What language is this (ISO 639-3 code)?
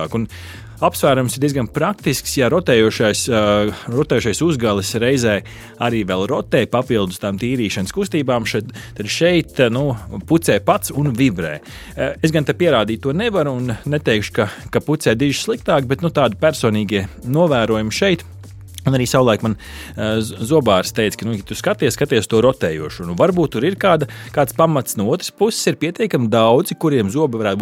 lav